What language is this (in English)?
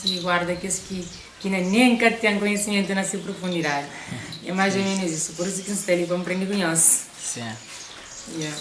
Kabuverdianu